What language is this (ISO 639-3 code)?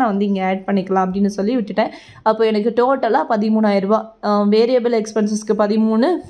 tam